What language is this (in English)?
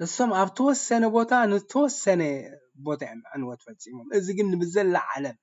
Tigrinya